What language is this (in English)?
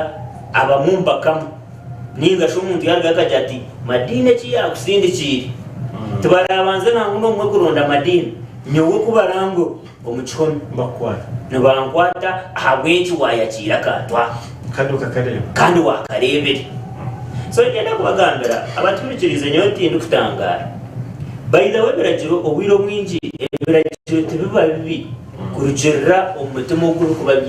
Nyankole